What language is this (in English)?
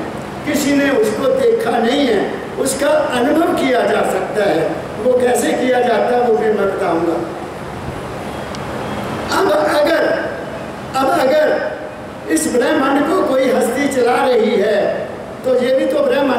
Hindi